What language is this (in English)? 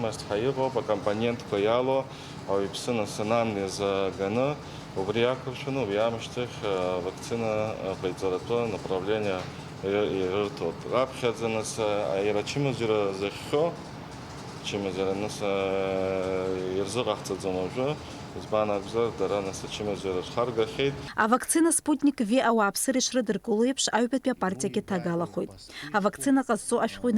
Abkhazian